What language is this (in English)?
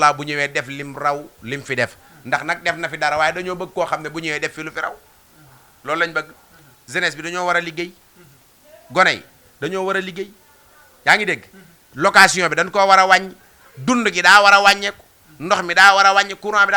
Wolof